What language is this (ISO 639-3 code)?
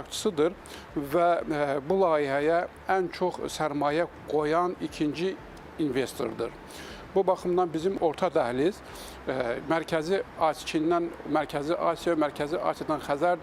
aze